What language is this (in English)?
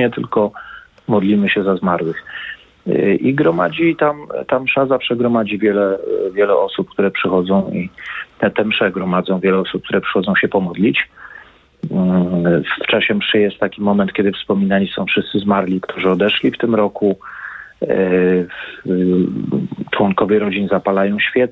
Polish